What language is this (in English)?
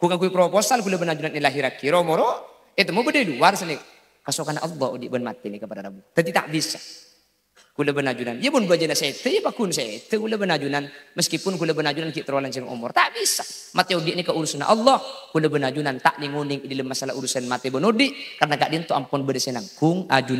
Madurese